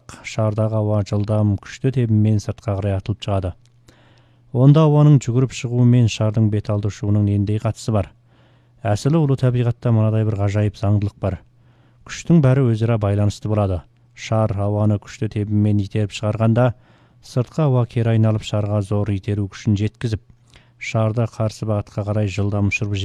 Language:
Kazakh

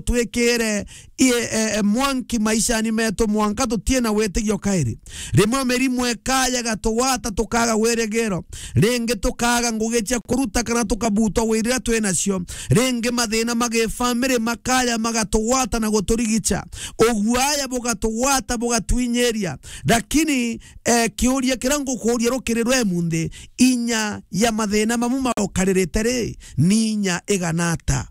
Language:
Meru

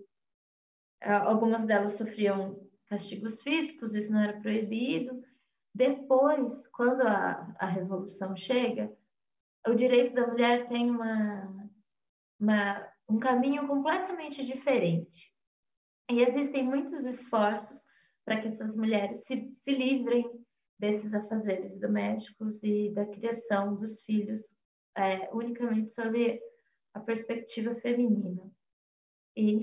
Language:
Portuguese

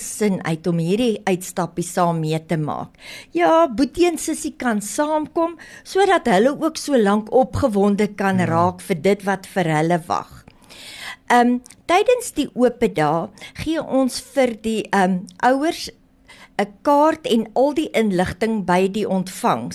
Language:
Afrikaans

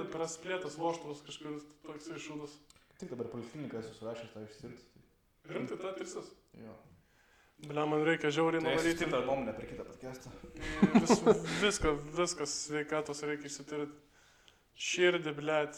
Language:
Lithuanian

